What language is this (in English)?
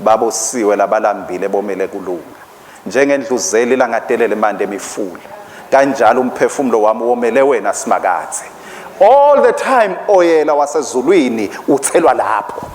Swati